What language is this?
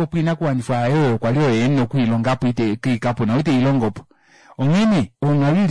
Kuanyama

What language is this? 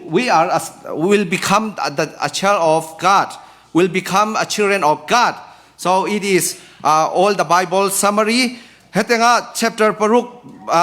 Falam Chin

